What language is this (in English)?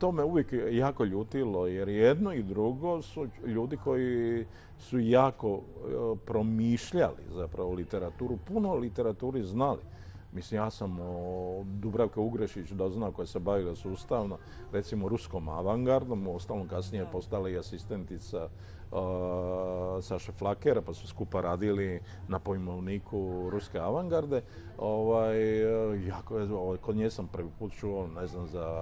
Croatian